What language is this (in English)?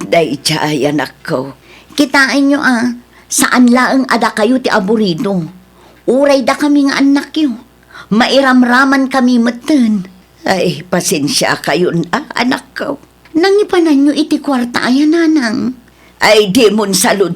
Iloko